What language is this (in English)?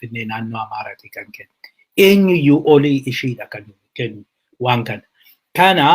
Oromo